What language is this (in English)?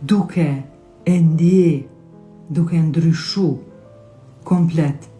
Albanian